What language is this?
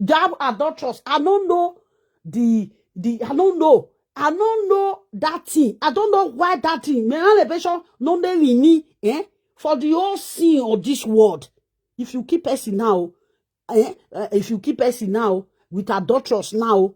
Nigerian Pidgin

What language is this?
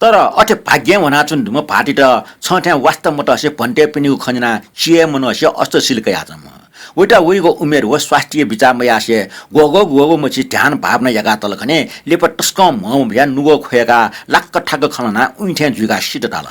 Newari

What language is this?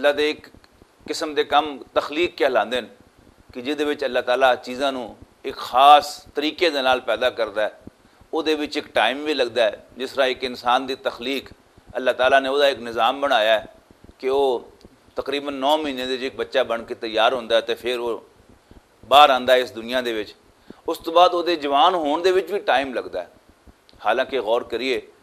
Western Panjabi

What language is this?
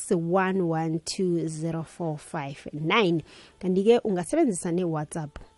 South Ndebele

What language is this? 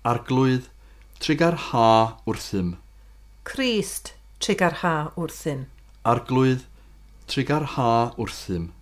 Welsh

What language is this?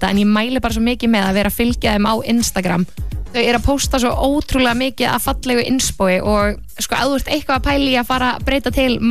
Icelandic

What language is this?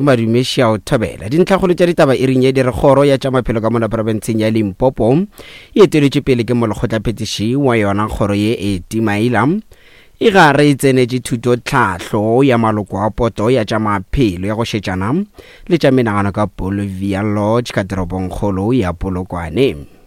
Northern Sotho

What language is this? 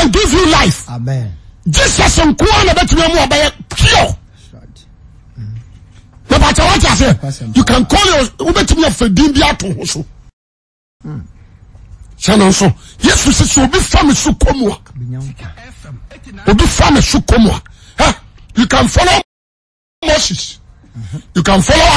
Akan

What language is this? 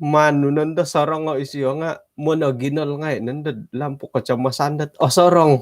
Central Dusun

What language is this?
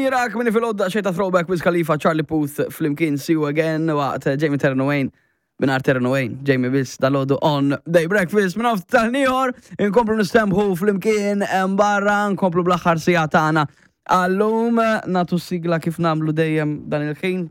Maltese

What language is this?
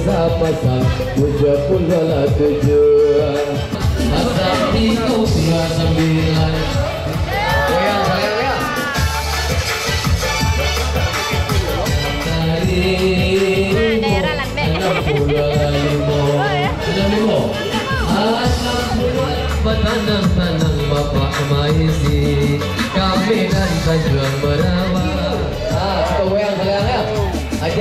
Indonesian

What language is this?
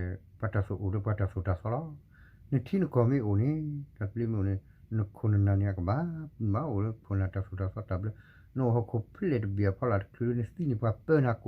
S'gaw Karen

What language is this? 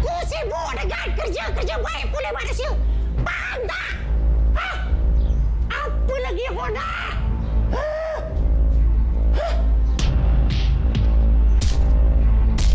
Malay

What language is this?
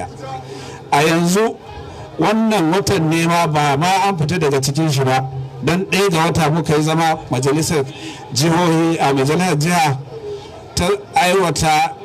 Hausa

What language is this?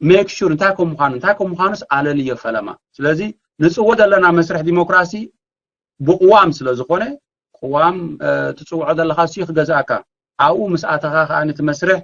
Tigrinya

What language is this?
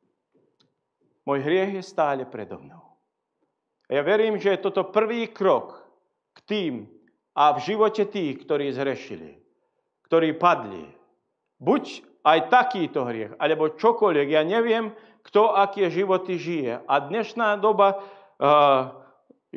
Slovak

